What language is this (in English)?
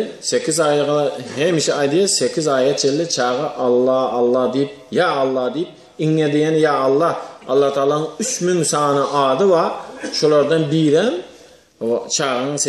Turkmen